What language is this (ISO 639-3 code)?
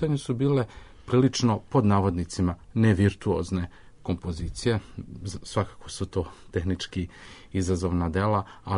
srp